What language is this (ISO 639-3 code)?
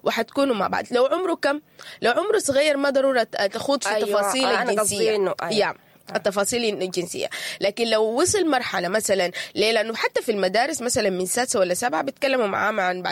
apd